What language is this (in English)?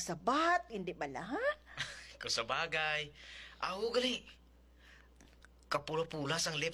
Hiligaynon